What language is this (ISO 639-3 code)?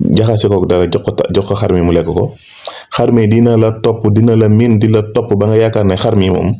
wol